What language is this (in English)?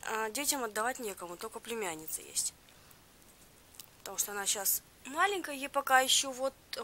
Russian